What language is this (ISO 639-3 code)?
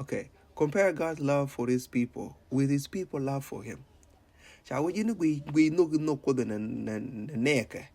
nus